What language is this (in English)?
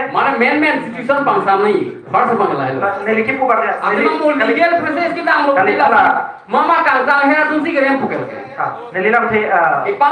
Karbi